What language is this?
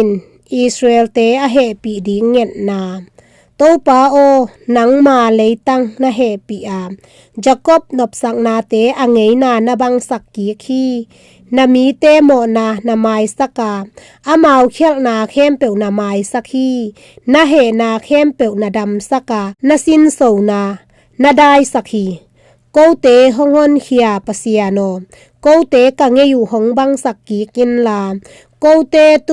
Tedim Chin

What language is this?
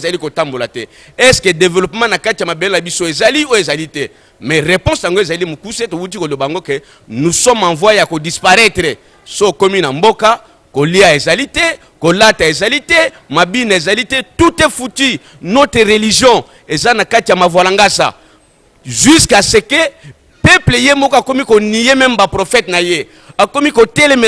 Lingala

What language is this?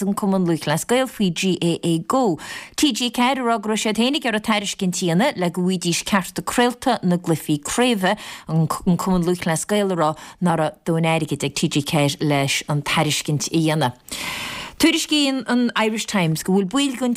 Irish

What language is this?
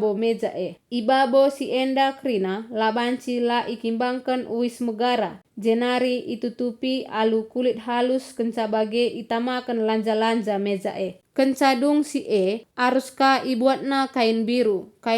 Batak Karo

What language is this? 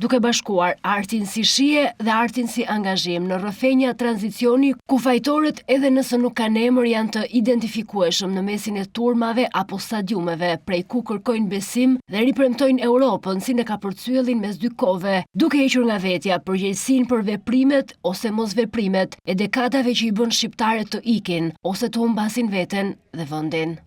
Albanian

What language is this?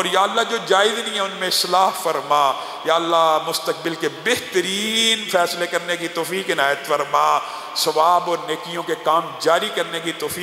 Urdu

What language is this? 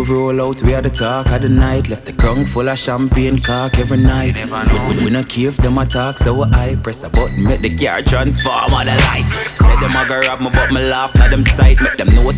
Jamaican Creole English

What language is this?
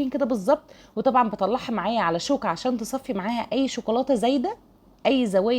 Egyptian Arabic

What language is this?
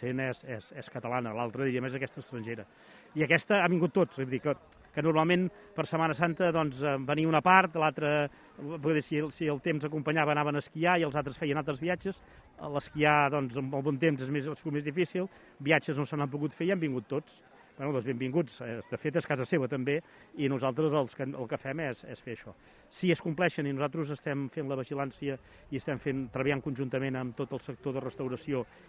Catalan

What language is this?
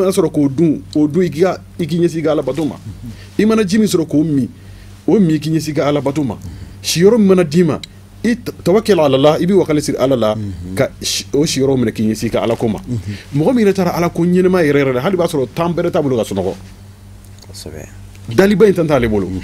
Bambara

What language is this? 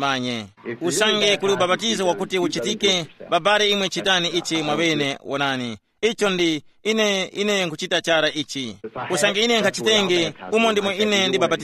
Tumbuka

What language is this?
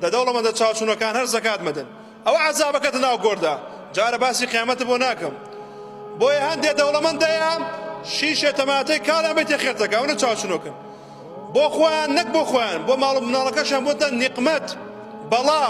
Central Kurdish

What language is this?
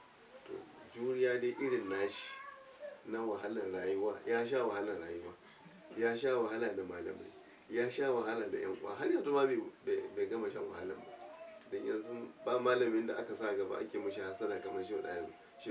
Hausa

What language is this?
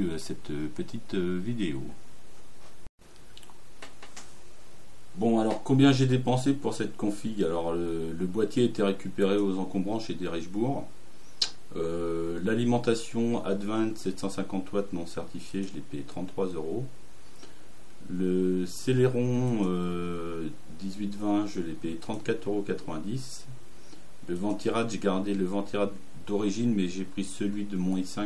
French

